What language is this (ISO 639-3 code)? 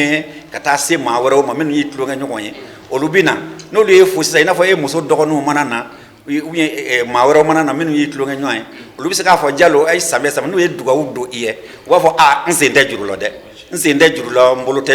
bam